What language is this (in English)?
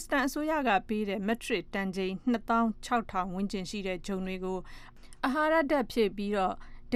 Burmese